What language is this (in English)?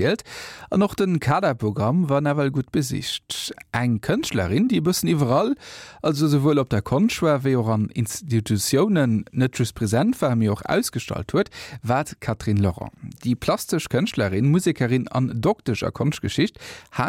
Luxembourgish